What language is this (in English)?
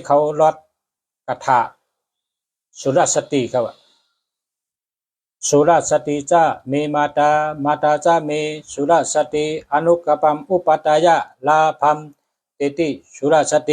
Shan